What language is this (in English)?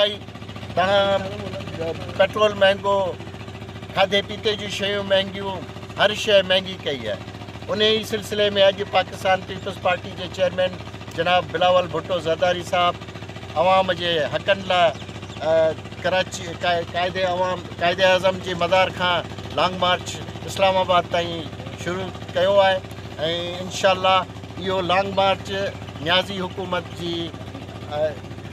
Sindhi